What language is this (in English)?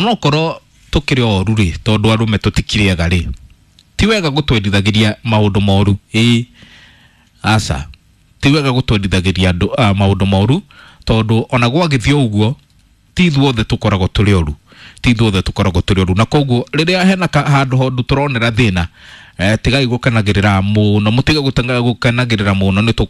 Kikuyu